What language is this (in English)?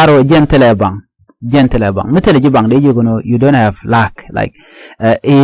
Nuer